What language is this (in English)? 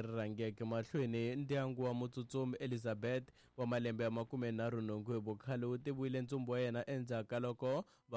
Tsonga